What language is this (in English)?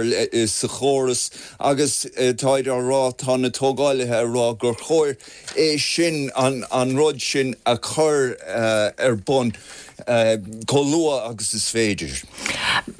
Irish